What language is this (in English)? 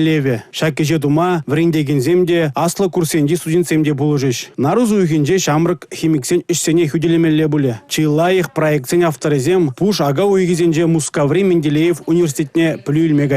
Chuvash